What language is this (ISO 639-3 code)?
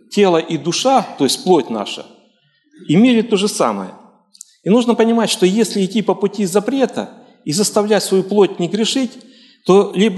rus